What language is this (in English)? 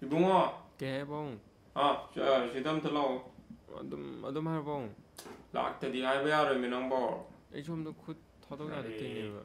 Manipuri